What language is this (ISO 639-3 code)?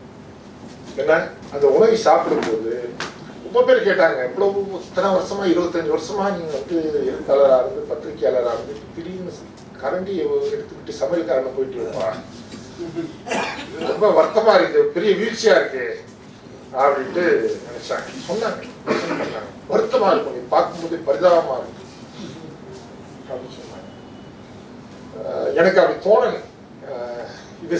tam